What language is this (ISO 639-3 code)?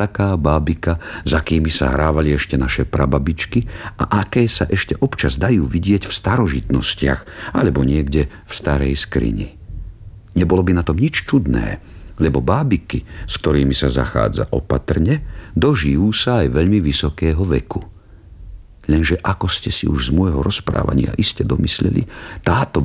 slk